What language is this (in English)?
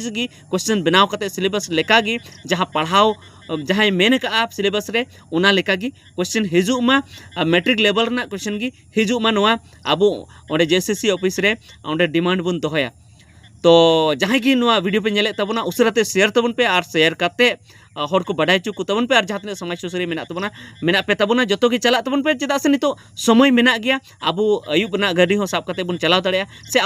Santali